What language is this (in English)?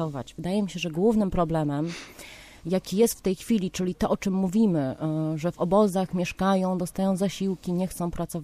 Polish